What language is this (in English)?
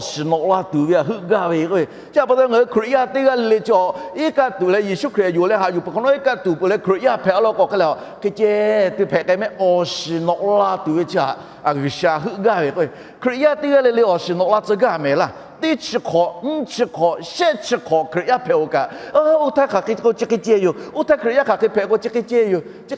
Lahu